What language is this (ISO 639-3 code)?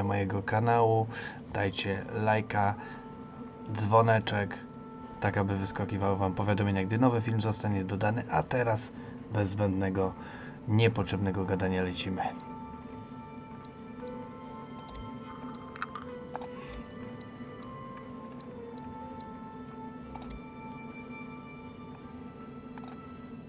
pol